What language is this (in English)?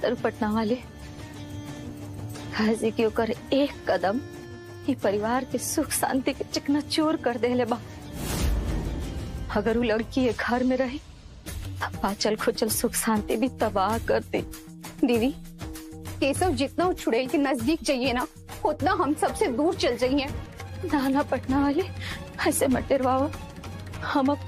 Bhojpuri